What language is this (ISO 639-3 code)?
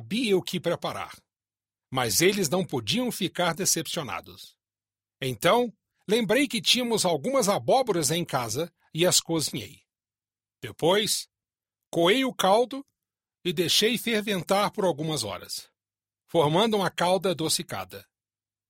por